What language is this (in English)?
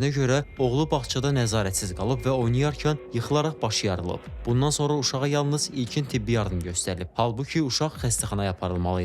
Azerbaijani